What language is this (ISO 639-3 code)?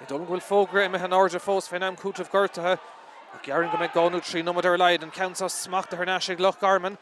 gle